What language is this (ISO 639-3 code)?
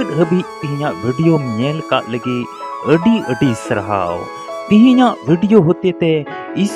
sat